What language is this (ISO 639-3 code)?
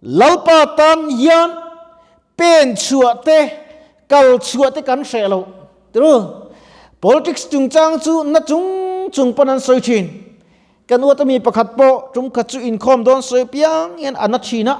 lus